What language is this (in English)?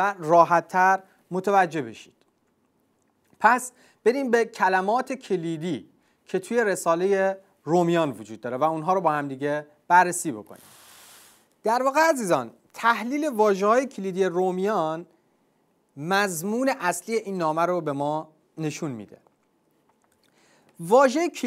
Persian